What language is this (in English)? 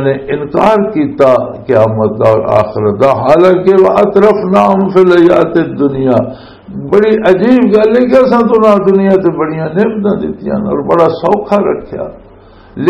Western Panjabi